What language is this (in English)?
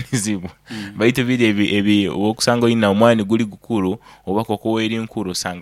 Nyoro